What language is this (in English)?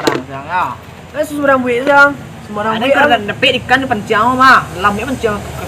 Minangkabau